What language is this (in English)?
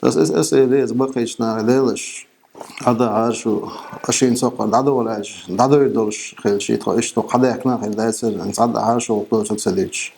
Chechen